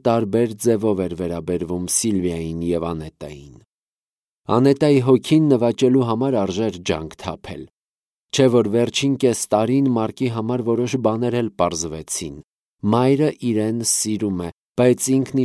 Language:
Armenian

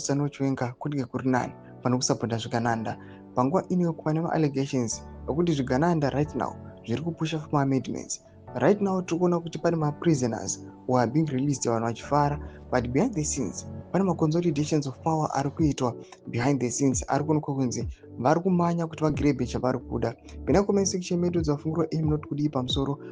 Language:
Shona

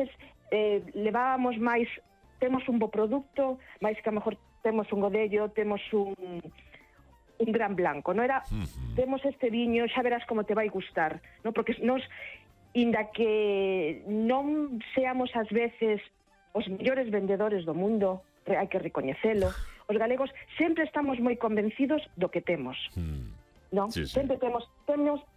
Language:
Galician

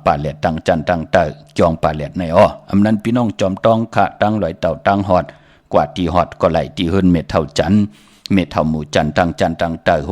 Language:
Shan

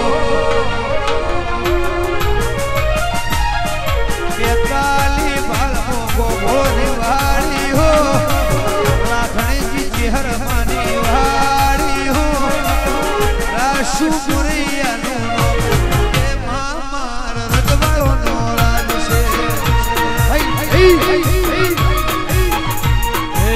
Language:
Gujarati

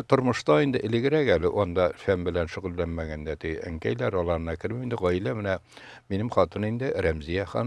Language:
Tatar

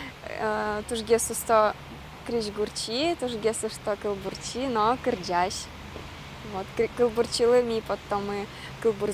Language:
Udmurt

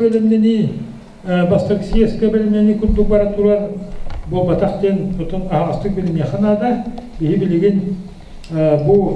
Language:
Yakut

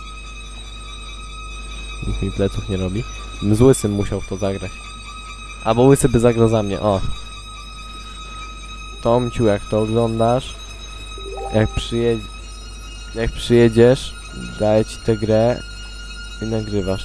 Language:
Polish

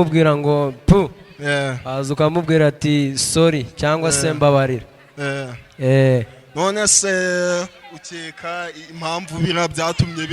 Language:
Kinyarwanda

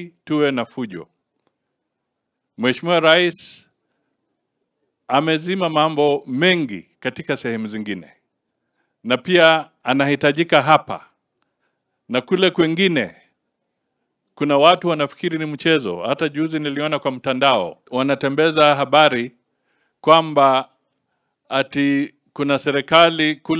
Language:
Swahili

